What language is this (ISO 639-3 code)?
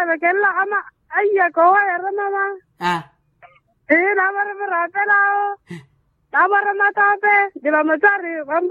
vmw